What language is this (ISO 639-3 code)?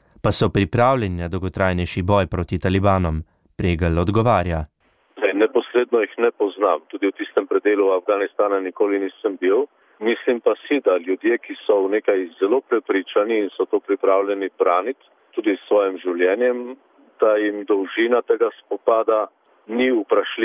slv